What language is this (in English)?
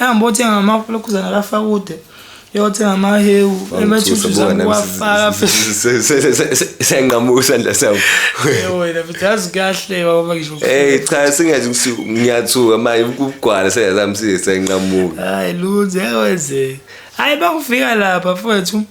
Zulu